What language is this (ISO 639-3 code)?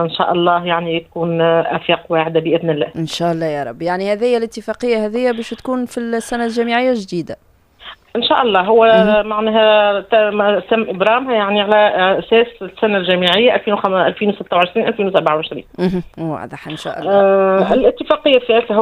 aeb